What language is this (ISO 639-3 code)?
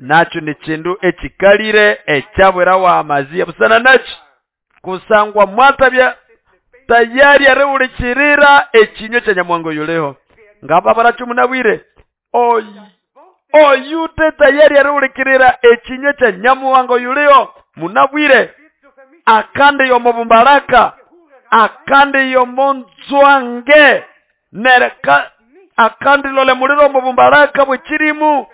nnb